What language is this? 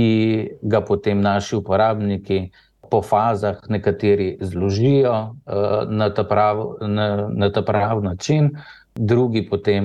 Slovenian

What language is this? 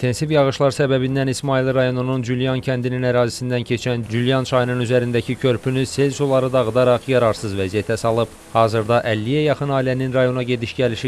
Azerbaijani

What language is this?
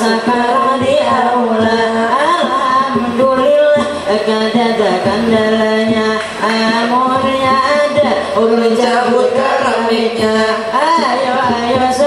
Banjar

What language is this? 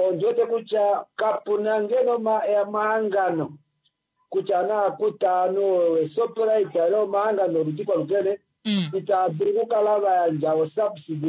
Kuanyama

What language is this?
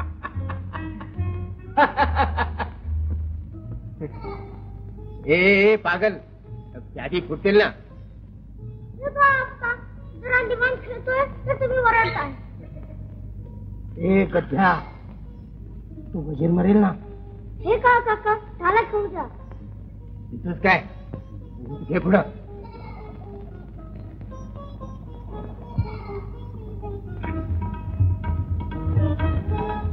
Marathi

